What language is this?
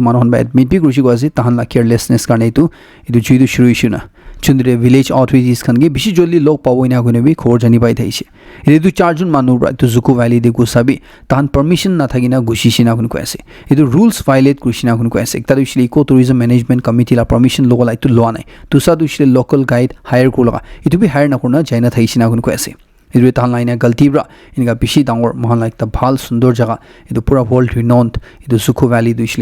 Naga Pidgin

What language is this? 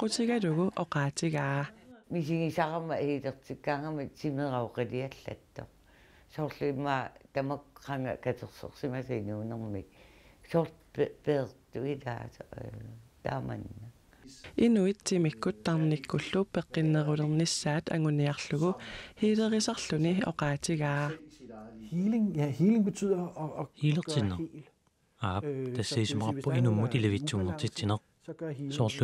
Kalaallisut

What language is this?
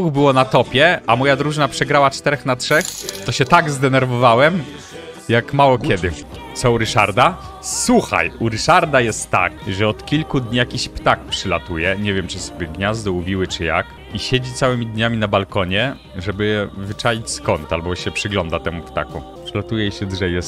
Polish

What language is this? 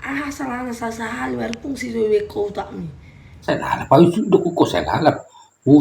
Batak Toba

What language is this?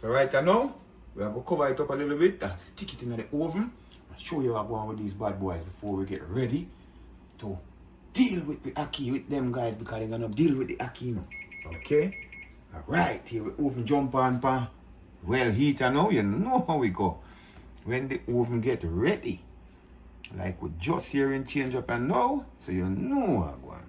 Jamaican Creole English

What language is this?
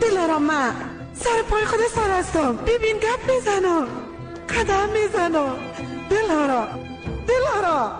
Persian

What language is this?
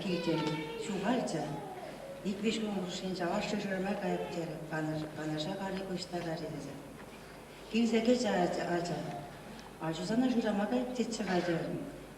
Chuvash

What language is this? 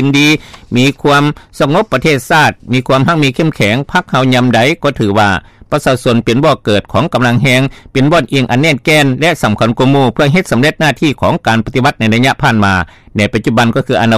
Lao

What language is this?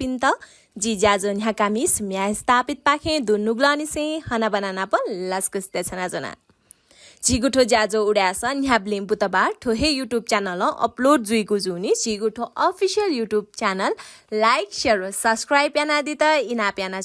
Newari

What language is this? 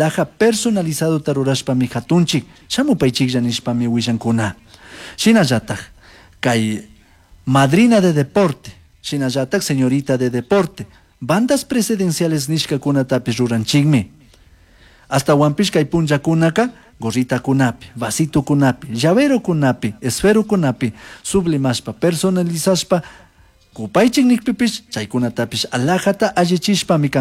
Chimborazo Highland Quichua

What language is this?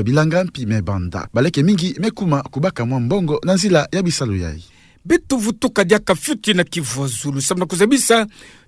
Kituba (Democratic Republic of Congo)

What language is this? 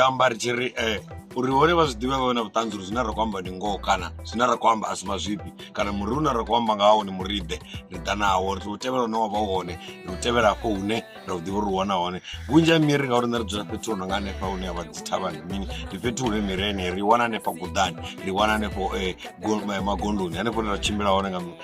Venda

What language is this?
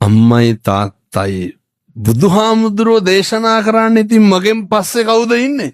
Sinhala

